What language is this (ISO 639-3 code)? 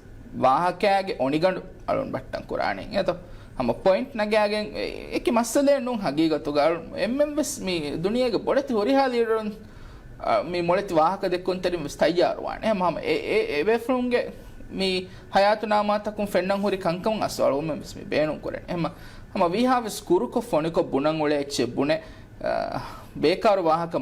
div